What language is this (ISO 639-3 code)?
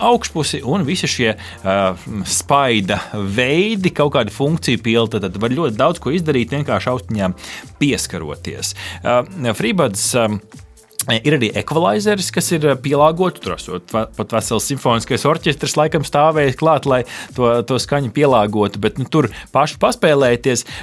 lav